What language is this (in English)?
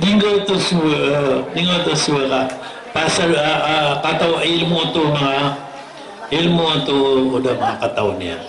Maranao